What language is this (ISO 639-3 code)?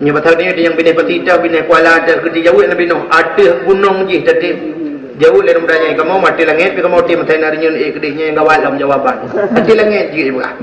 ace